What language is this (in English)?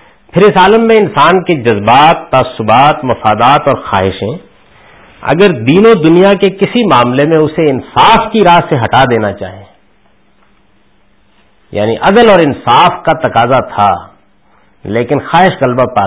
Urdu